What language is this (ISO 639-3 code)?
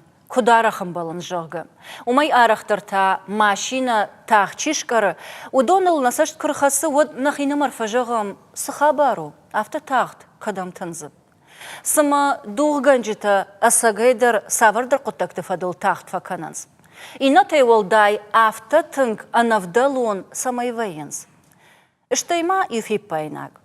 oss